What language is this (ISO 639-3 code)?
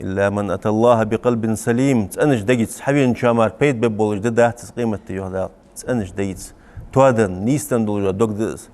inh